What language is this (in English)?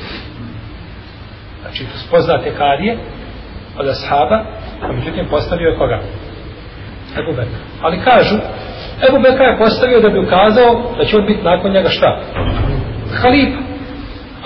Bosnian